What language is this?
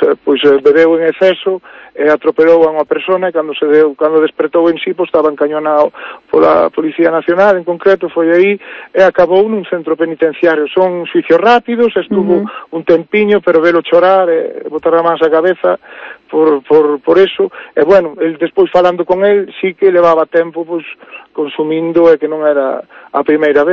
Galician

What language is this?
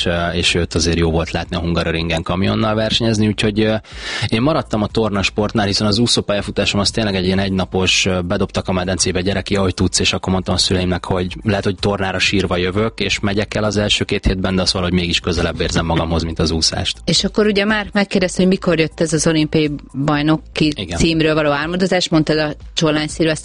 Hungarian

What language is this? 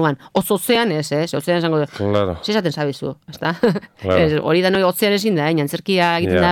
Basque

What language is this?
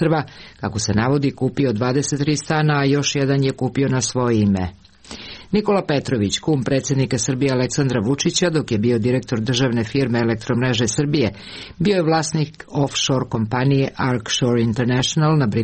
Serbian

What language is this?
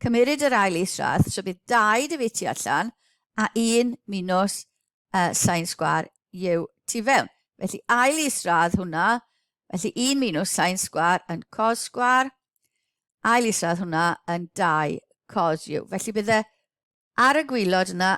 Welsh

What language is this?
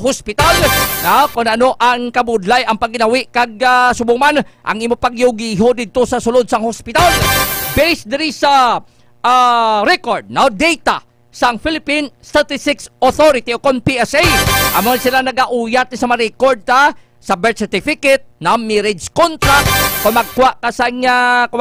Hiligaynon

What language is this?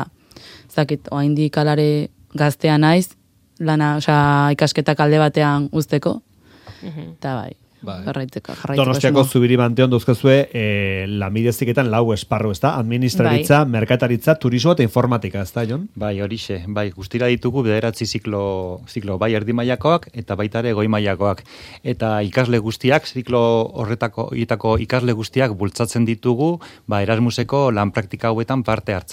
Basque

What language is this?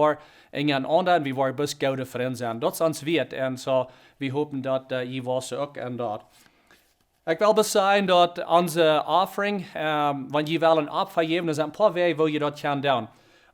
Plautdietsch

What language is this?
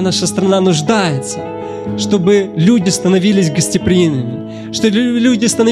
Russian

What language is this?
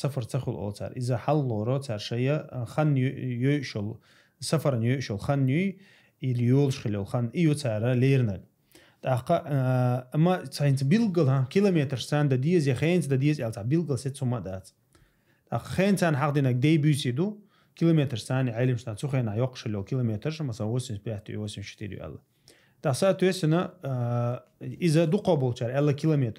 Chechen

